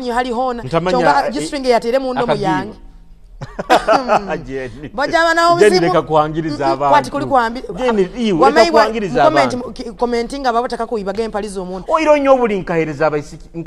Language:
Tooro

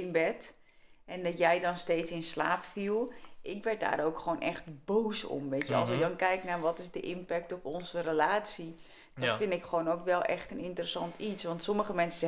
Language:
Dutch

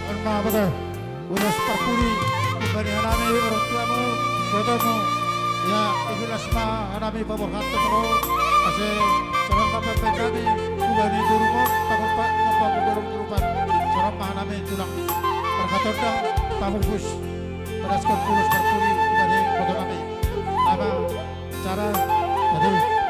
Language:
Batak Simalungun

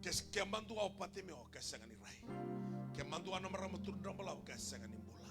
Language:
Fijian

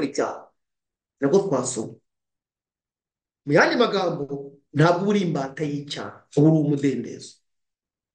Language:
Kinyarwanda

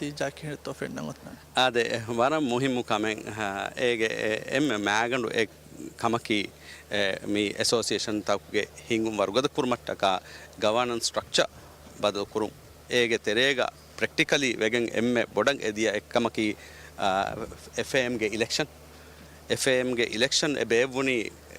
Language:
Divehi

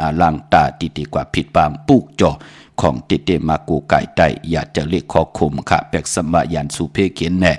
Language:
Shan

